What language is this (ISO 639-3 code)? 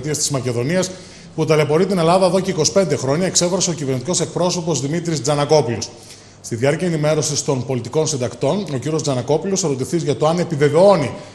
ell